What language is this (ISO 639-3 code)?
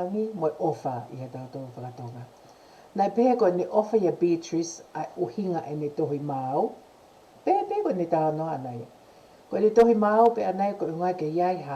ton